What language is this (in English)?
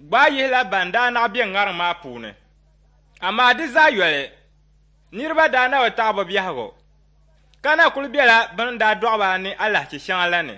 Dagbani